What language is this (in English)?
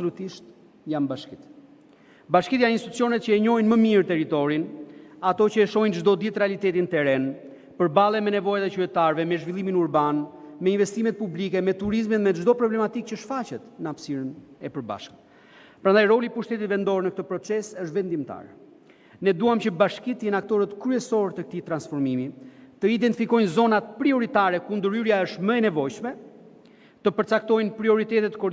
Albanian